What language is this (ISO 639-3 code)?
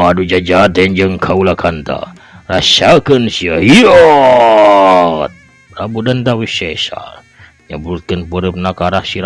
sun